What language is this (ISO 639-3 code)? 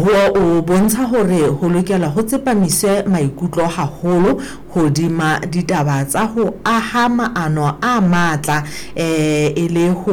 sot